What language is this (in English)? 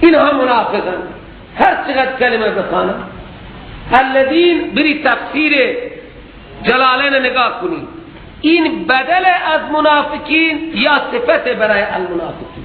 Persian